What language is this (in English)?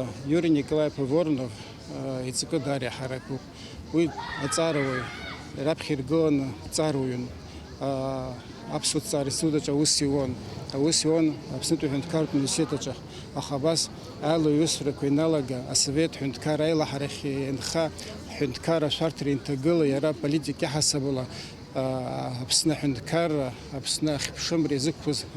Abkhazian